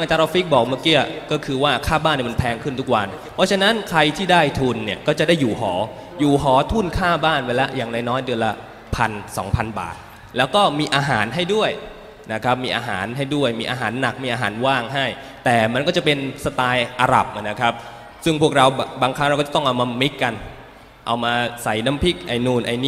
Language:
Thai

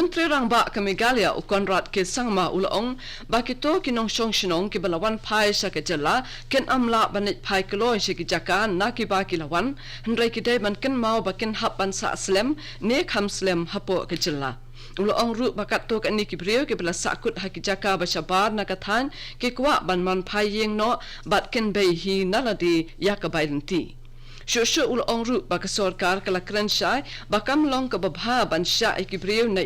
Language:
Khasi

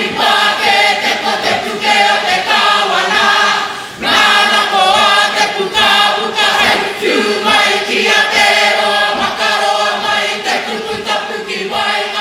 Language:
Māori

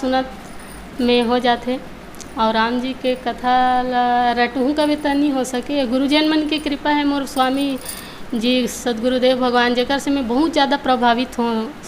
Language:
Chhattisgarhi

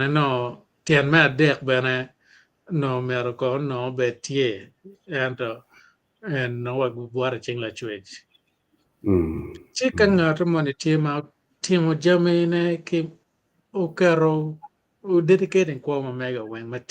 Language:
Acoli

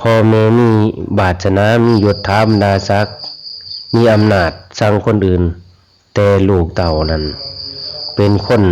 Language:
Lao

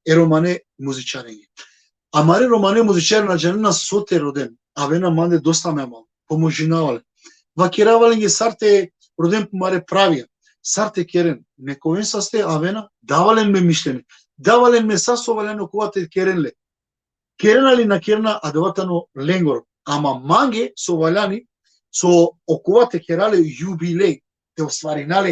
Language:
Balkan Romani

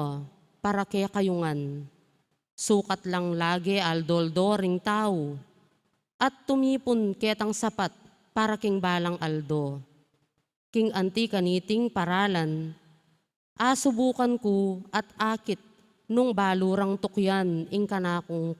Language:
Pampanga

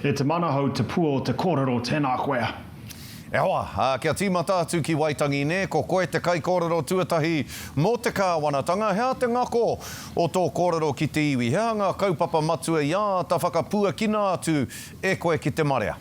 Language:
Māori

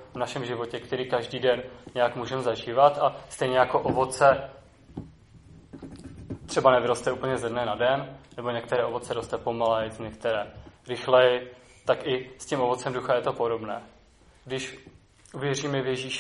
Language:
Czech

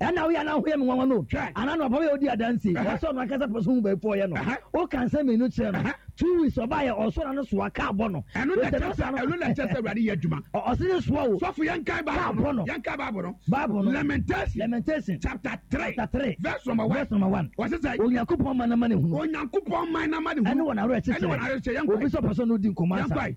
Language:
Akan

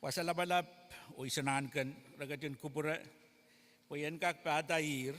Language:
Pohnpeian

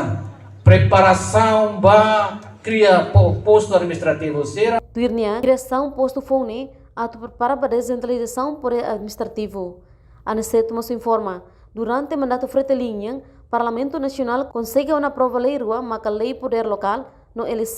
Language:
Tetum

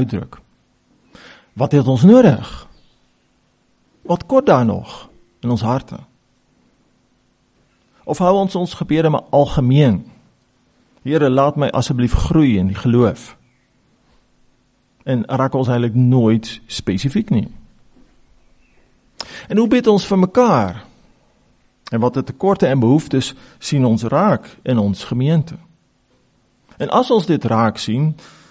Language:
Afrikaans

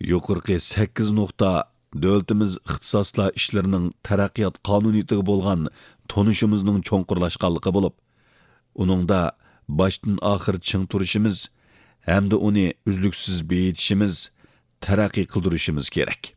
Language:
Uyghur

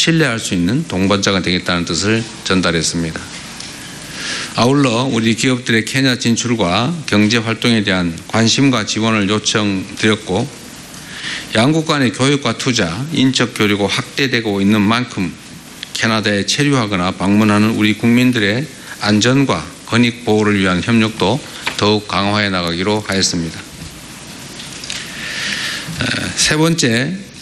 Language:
Korean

